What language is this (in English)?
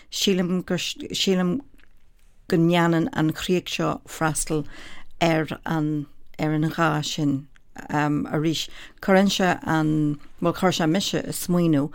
Irish